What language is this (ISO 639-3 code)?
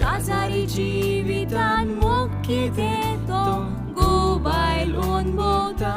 kok